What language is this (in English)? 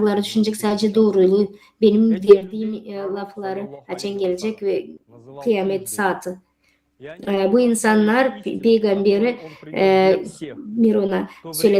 Gagauz